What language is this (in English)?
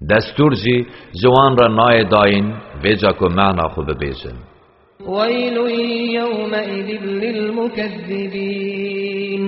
Kurdish